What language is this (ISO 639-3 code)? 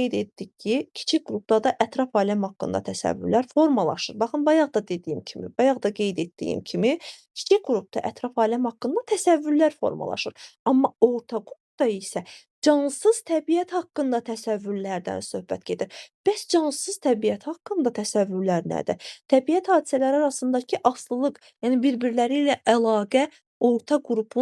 aze